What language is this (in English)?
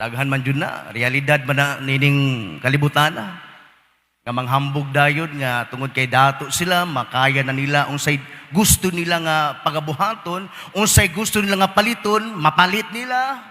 Cebuano